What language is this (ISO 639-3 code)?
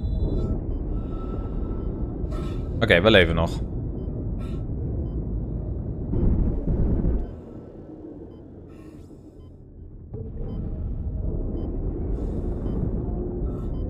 nld